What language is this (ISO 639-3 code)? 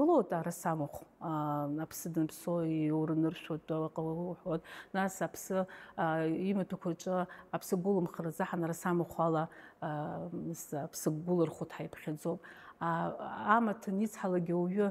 abk